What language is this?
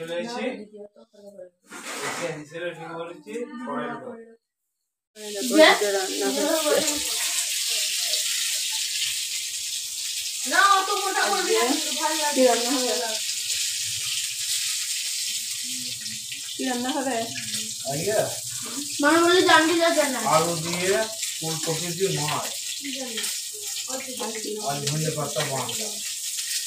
Bangla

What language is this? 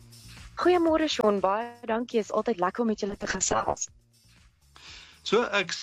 Afrikaans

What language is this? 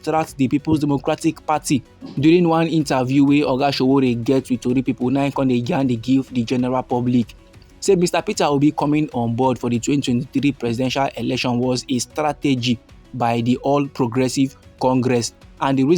Nigerian Pidgin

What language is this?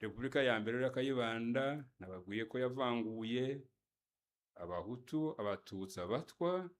Kinyarwanda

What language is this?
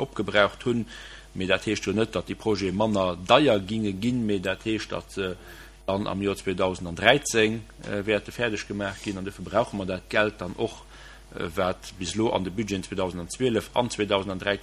Luxembourgish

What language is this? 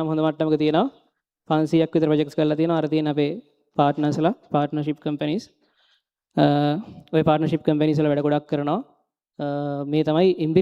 Sinhala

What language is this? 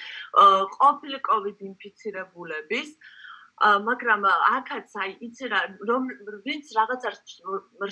Georgian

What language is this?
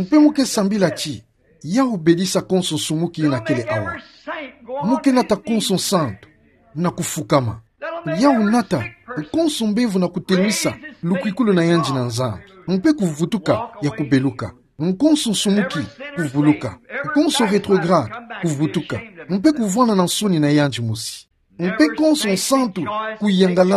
Kituba (Democratic Republic of Congo)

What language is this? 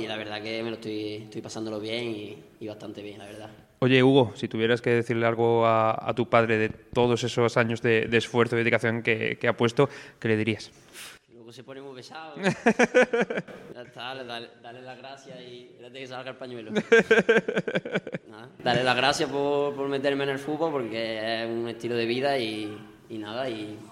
Spanish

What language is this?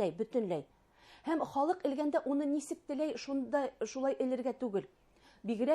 Bashkir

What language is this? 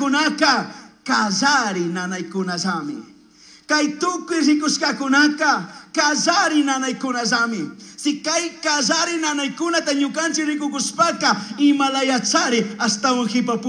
Chimborazo Highland Quichua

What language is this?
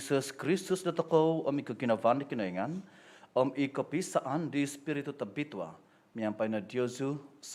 Central Dusun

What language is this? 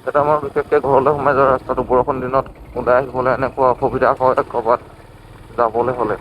Assamese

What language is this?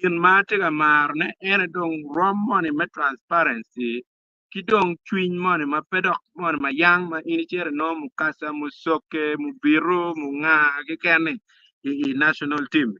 Acoli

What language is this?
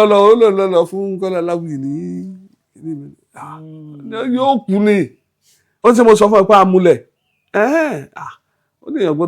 Yoruba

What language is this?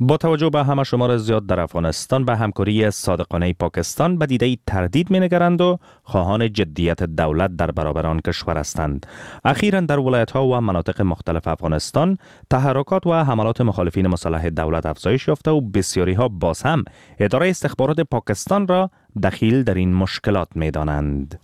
Persian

